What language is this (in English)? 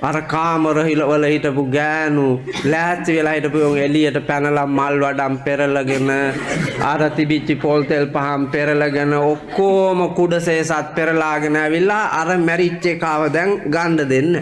Sinhala